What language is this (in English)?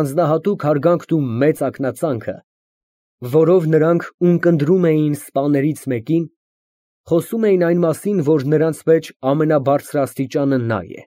Armenian